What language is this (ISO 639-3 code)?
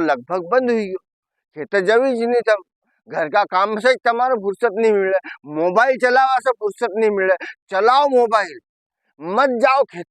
raj